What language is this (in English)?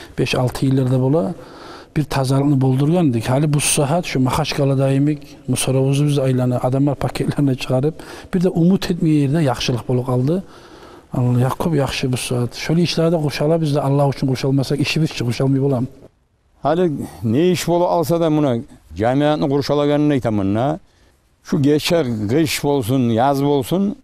Kumyk